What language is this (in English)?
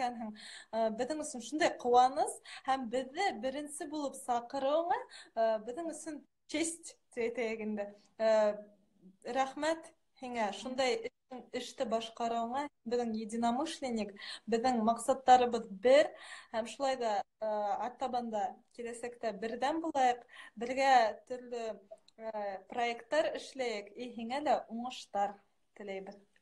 Bashkir